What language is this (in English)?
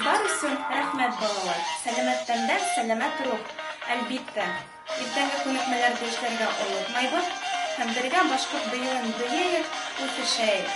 Bashkir